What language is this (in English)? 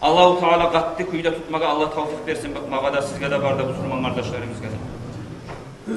Kumyk